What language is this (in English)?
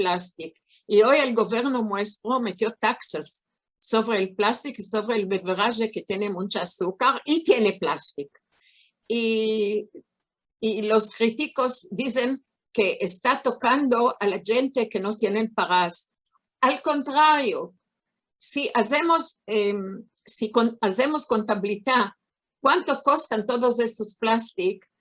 Ladino